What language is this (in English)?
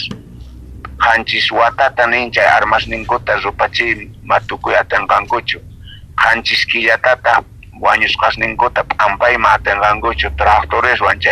South Bolivian Quechua